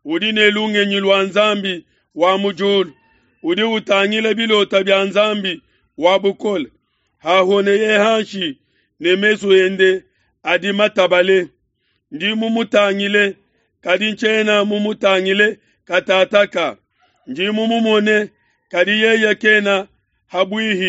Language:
Luba-Lulua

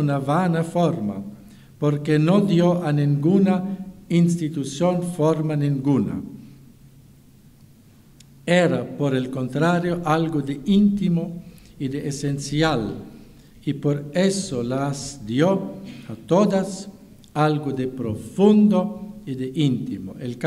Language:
Spanish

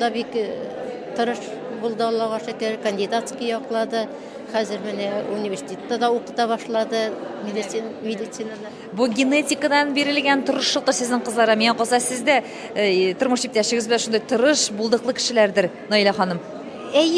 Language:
Tatar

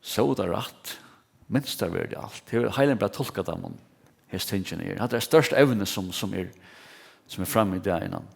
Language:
Faroese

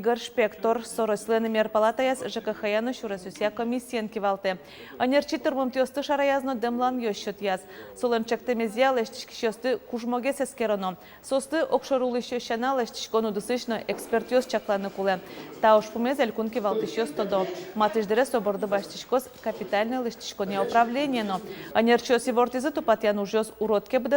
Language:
Udmurt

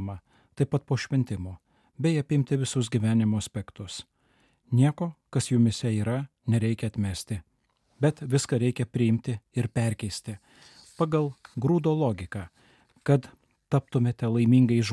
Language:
Lithuanian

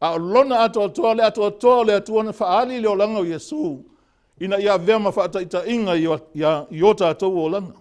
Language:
Samoan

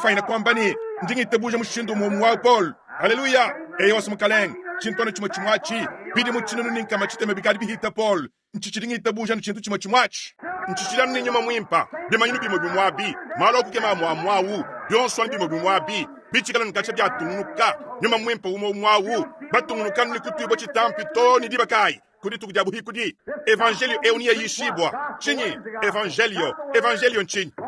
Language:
Luba-Lulua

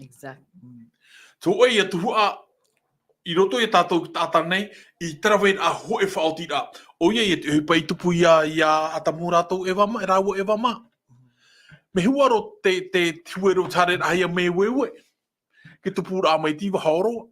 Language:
Tahitian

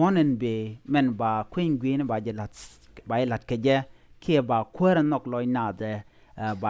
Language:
Nuer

